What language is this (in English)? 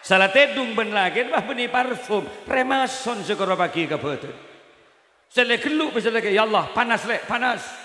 Madurese